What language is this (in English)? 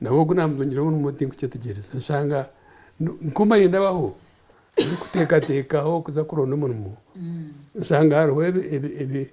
Nyankole